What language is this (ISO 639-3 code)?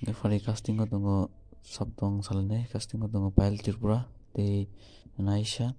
trp